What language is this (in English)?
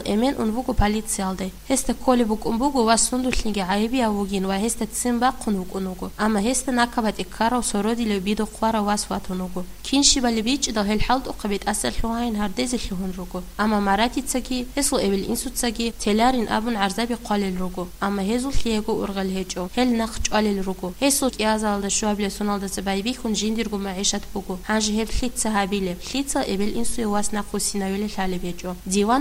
Avaric